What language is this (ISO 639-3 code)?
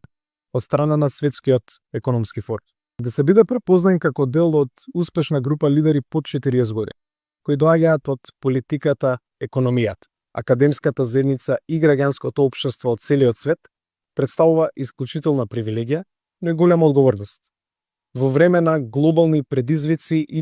mkd